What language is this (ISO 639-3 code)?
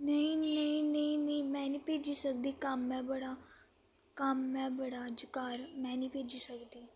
doi